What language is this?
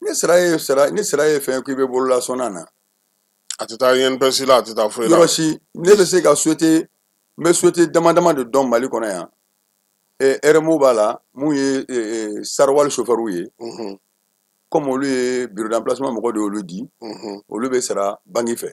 Bambara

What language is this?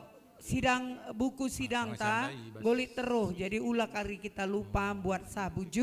Batak Karo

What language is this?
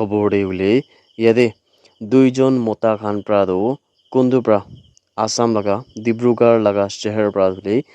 Naga Pidgin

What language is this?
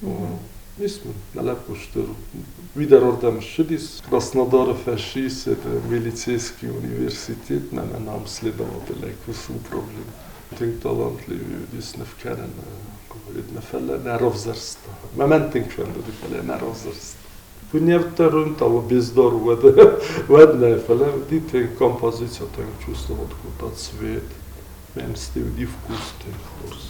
Ossetic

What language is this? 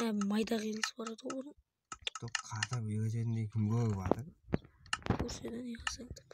Kara-Kalpak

